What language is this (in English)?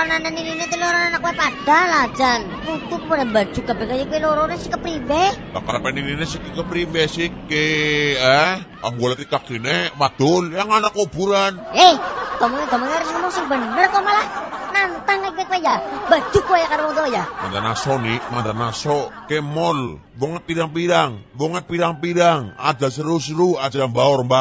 Javanese